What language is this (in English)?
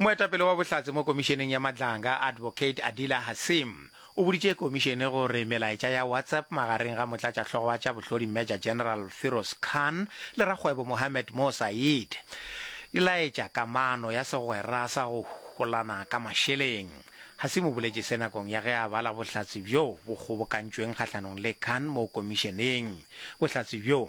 Northern Sotho